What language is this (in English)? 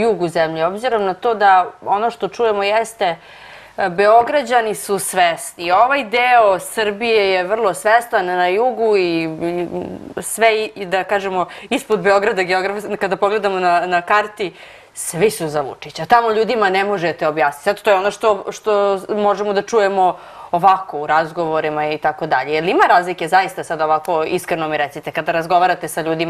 Serbian